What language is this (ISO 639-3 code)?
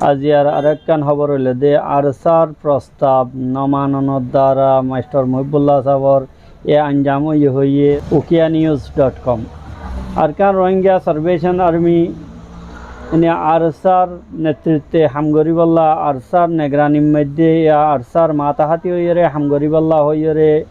rhg